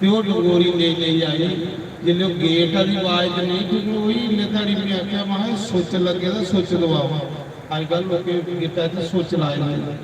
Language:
Dogri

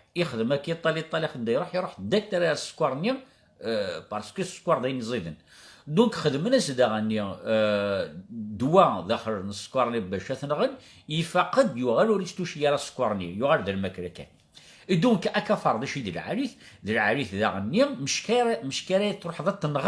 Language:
Kabyle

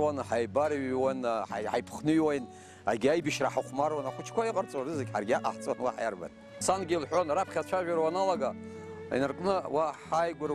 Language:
Abkhazian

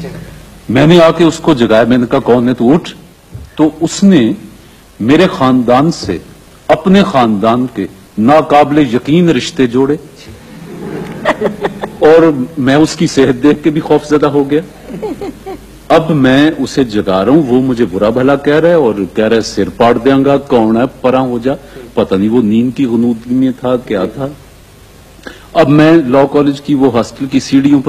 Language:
Urdu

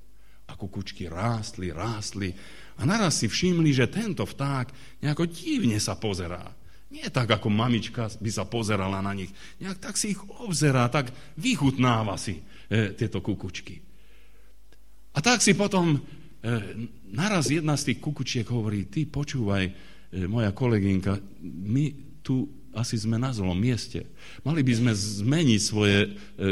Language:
Slovak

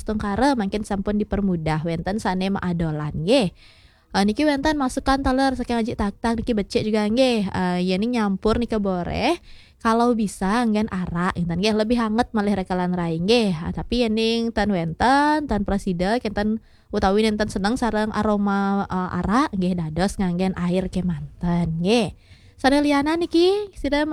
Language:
Balinese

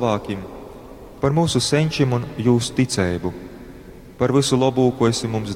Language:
Latgalian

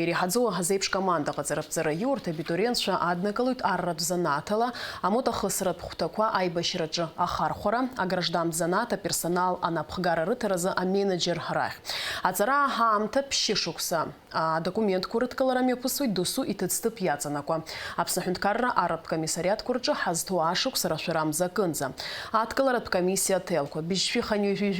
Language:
Abkhazian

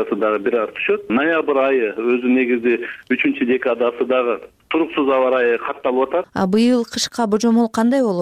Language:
Kyrgyz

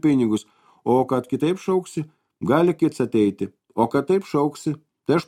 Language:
Lithuanian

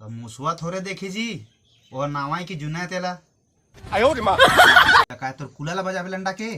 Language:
Chhattisgarhi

